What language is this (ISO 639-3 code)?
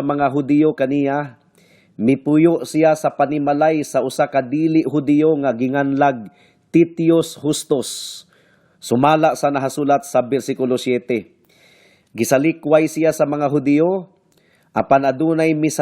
ceb